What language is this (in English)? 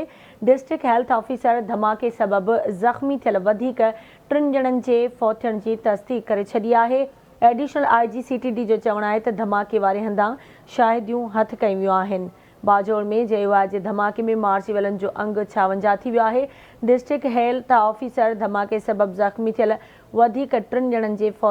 Sindhi